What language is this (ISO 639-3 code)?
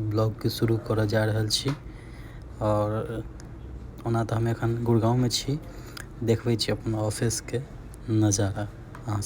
mai